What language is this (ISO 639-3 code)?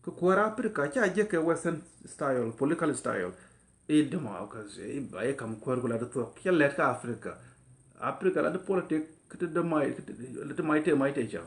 nus